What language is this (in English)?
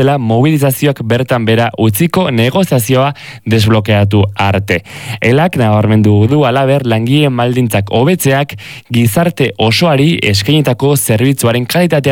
Basque